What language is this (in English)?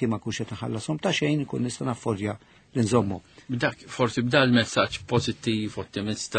Maltese